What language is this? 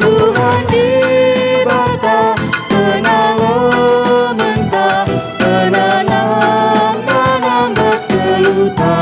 Batak Karo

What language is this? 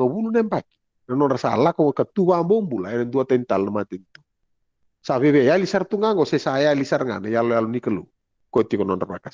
Fijian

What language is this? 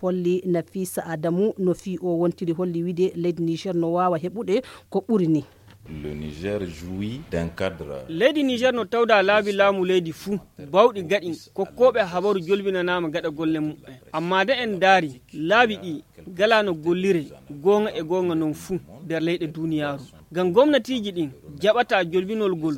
Nigerian Fulfulde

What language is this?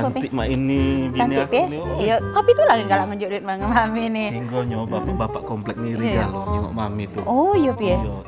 Musi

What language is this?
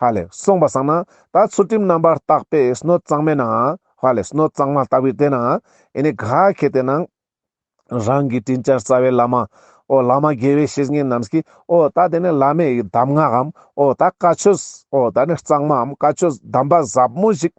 Ladakhi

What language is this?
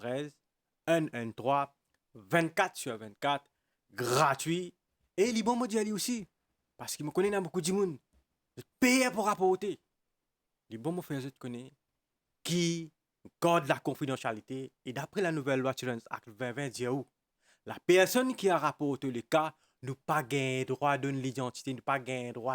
Morisyen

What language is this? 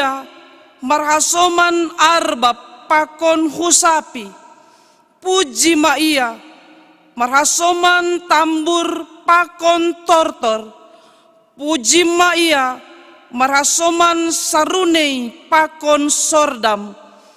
Batak Simalungun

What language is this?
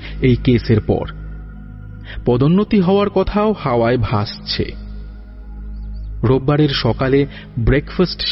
Bangla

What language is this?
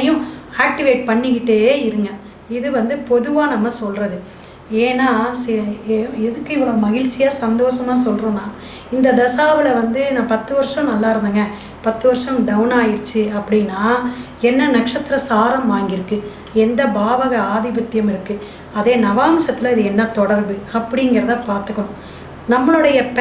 Tamil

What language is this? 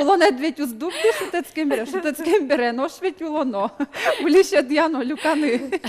Udmurt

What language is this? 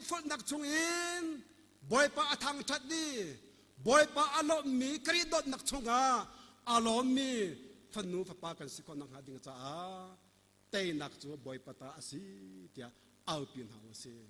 Hakha Chin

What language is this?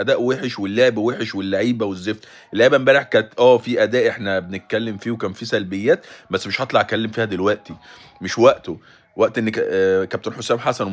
Egyptian Arabic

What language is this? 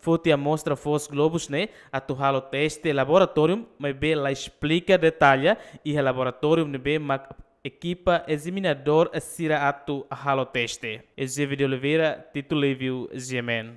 Tetum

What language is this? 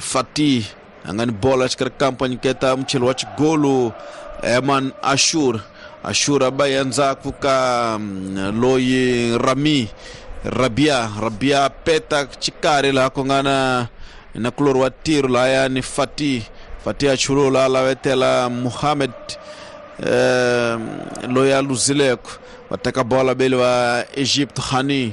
Tsonga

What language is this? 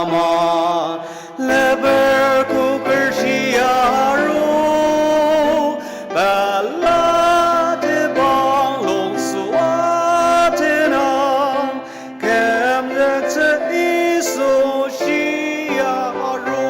Ao Naga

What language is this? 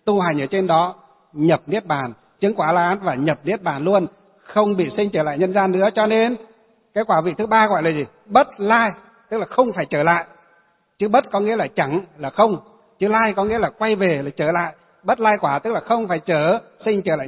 Vietnamese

